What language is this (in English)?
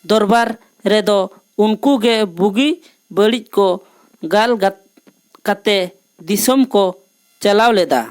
Santali